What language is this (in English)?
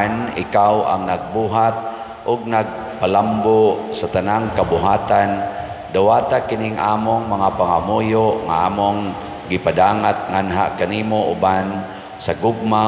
Cebuano